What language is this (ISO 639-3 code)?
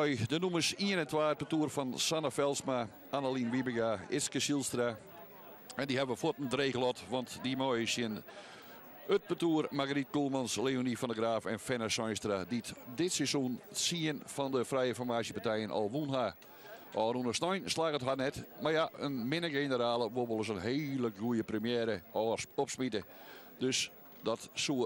fry